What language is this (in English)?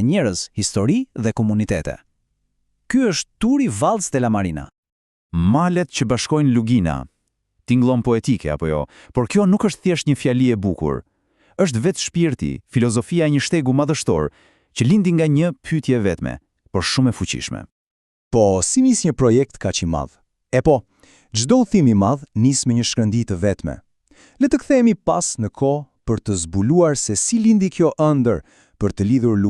Albanian